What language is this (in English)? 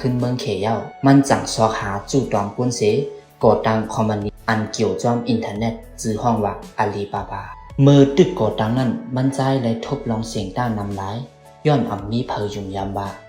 Shan